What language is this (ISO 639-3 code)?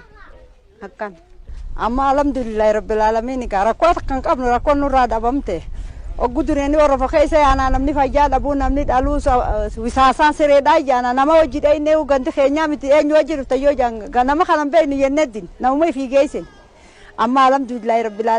orm